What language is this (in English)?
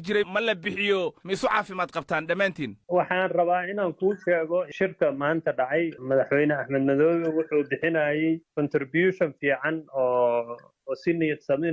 Somali